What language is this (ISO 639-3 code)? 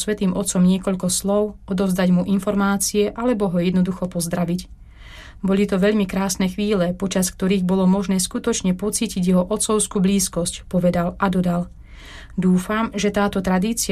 slk